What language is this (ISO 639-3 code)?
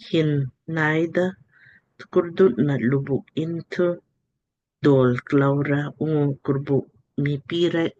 lmk